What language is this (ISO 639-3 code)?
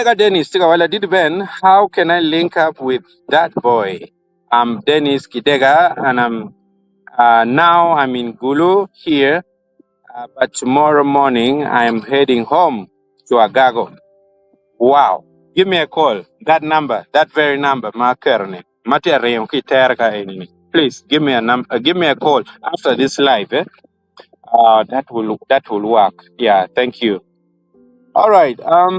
ach